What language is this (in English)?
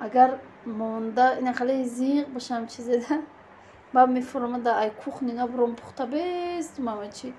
Tajik